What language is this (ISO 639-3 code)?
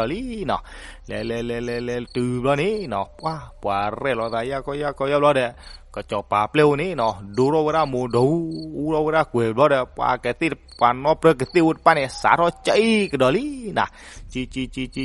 ksw